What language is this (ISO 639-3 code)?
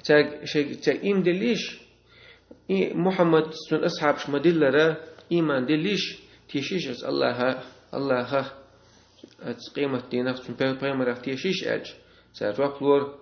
che